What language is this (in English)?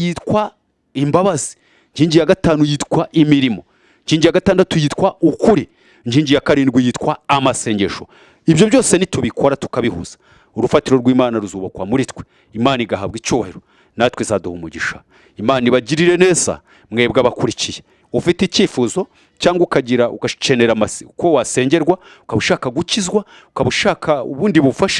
Kinyarwanda